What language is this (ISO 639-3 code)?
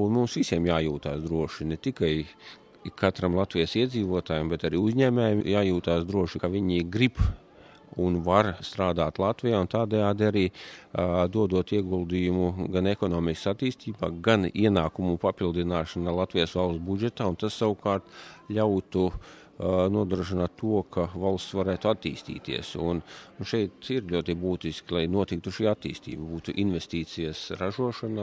lav